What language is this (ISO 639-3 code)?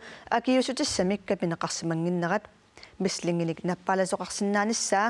kal